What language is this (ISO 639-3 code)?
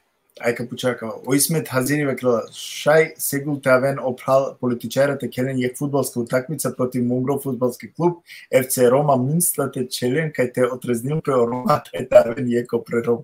rmn